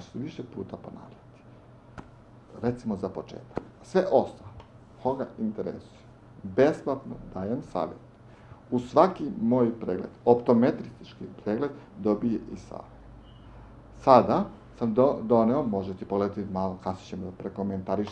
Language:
Serbian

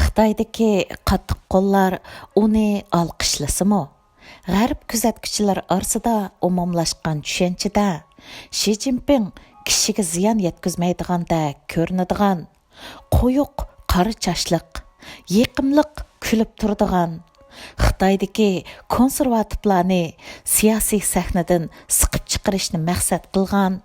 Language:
Uyghur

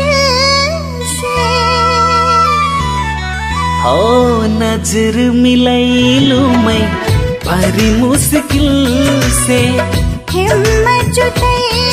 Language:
Bhojpuri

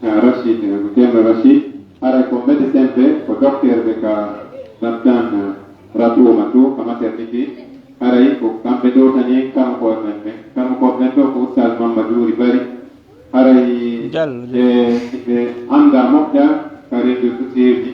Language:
Pular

